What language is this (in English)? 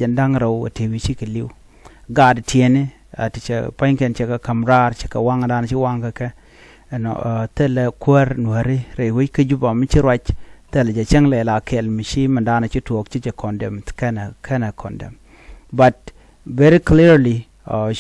Nuer